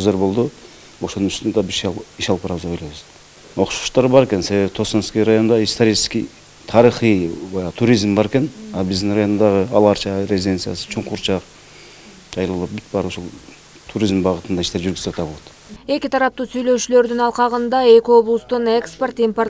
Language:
Kyrgyz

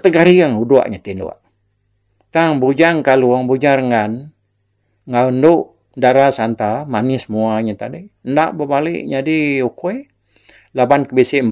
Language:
Iban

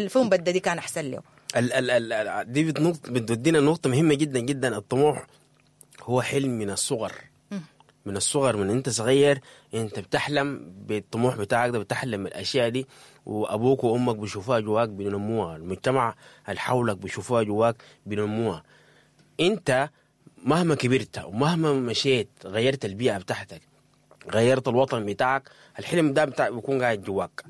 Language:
Sudanese Arabic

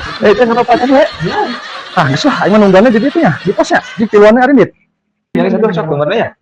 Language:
Sundanese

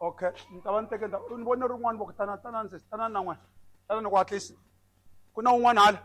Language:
Tsonga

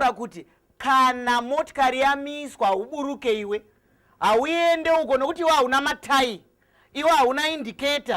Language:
Shona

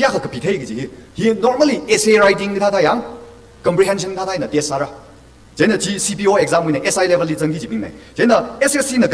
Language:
Tangkhul Naga (India)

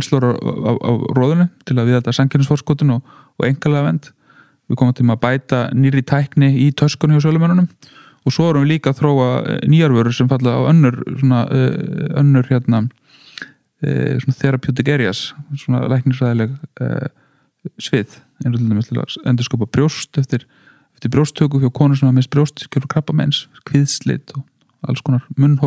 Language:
Icelandic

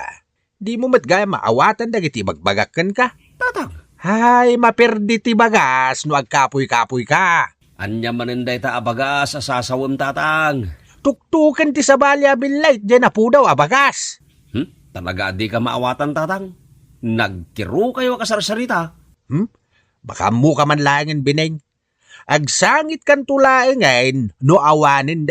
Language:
Iloko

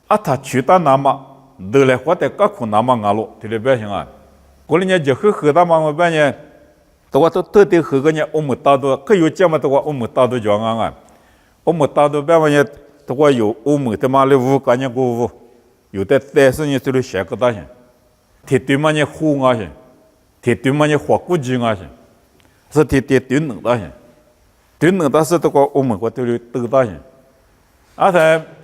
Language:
Lisu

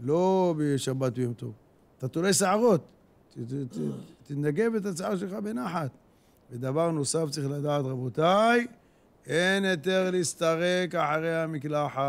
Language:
Hebrew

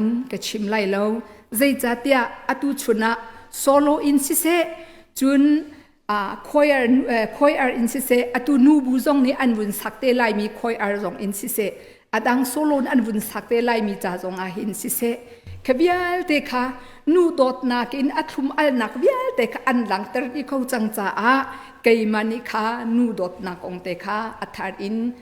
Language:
Hakha Chin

